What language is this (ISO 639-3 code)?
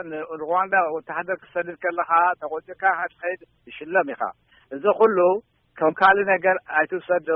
tir